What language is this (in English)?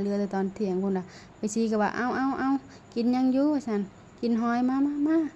Lao